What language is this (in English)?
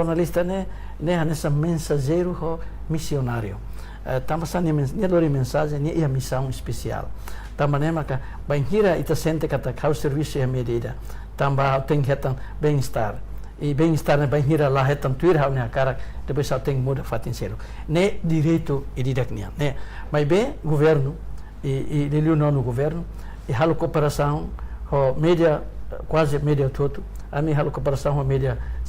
Tetum